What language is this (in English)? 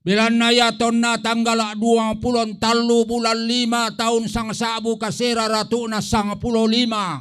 Toraja-Sa'dan